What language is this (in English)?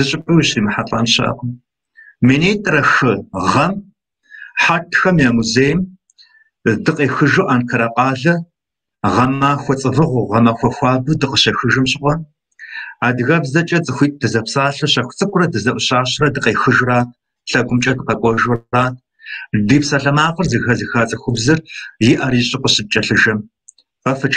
Kabardian